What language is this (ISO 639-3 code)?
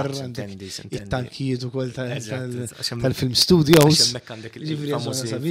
mlt